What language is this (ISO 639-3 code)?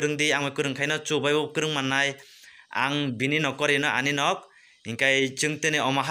trp